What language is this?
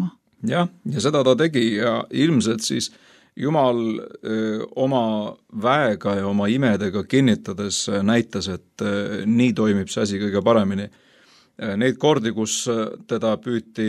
Estonian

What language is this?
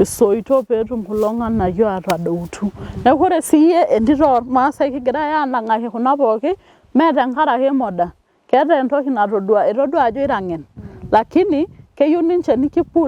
Masai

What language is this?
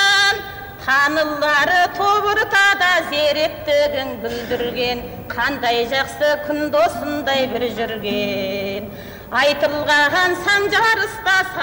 Kazakh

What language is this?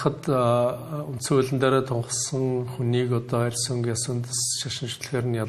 Mongolian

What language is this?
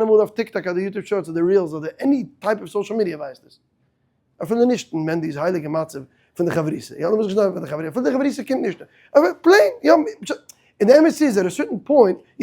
Yiddish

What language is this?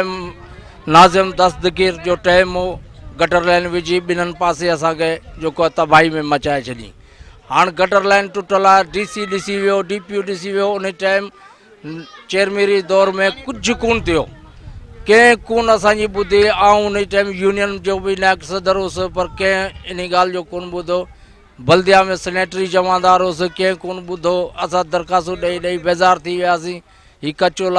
Sindhi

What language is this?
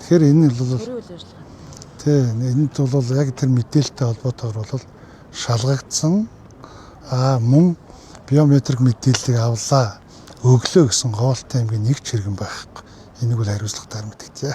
Mongolian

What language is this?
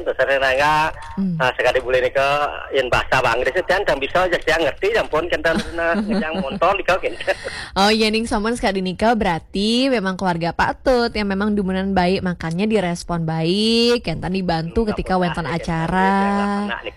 Balinese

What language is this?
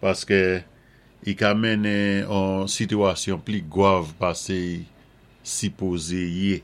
Saint Lucian Creole French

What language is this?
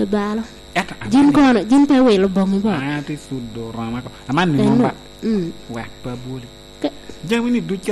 Lango (Uganda)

